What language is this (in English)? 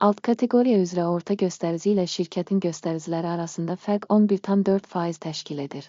Azerbaijani